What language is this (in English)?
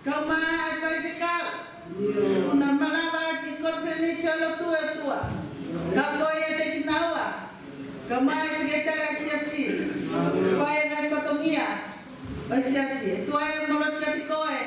Tongan